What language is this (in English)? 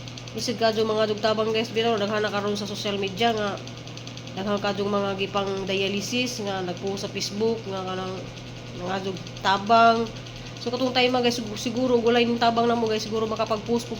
Cebuano